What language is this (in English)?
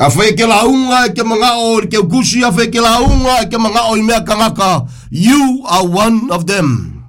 Samoan